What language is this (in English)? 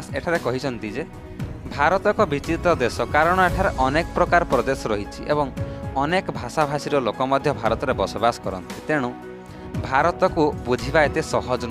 Odia